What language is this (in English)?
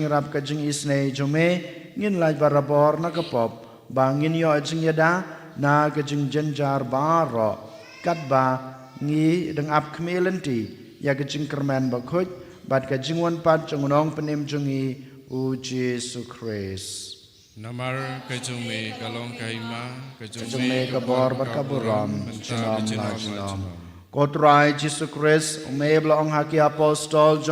Khasi